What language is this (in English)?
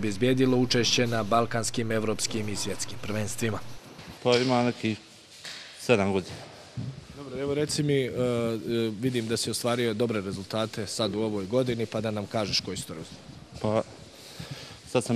Bosnian